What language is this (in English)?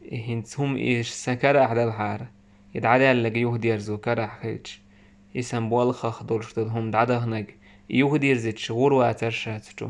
Chechen